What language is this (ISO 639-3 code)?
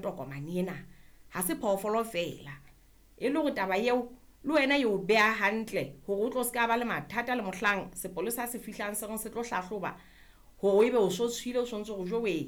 sot